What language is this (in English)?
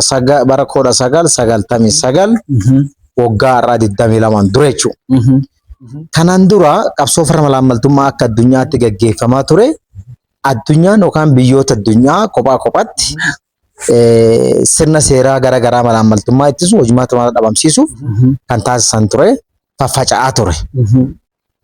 Oromo